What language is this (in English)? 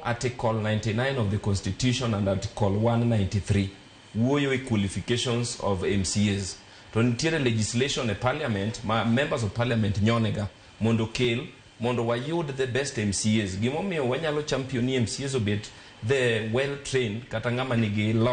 Luo (Kenya and Tanzania)